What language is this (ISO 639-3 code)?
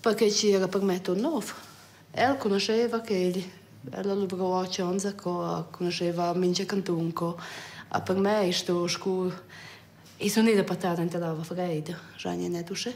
roh